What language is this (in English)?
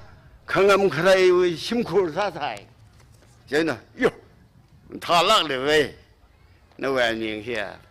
Tangkhul Naga (India)